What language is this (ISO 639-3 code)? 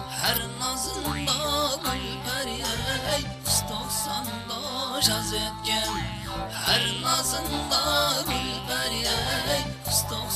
kaa